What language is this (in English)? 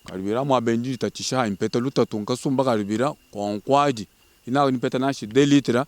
Luba-Lulua